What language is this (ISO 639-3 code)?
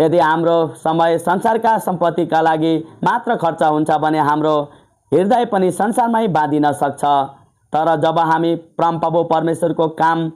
nep